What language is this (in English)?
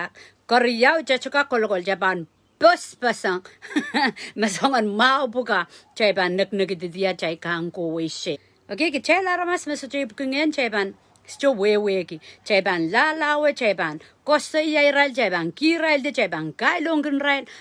Pohnpeian